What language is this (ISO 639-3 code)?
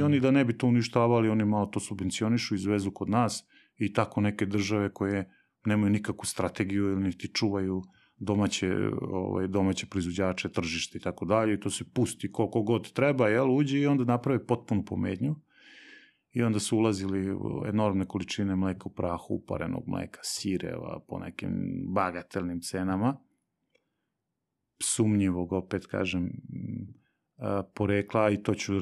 srp